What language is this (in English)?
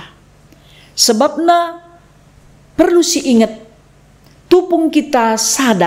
Batak Karo